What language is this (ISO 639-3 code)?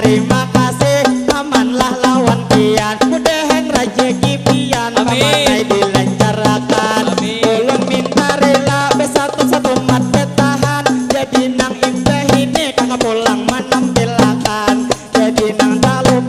bjn